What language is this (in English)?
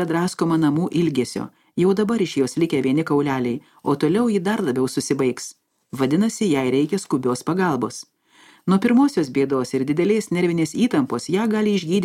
Lithuanian